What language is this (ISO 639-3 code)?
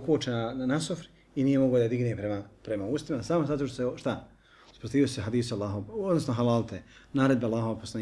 bos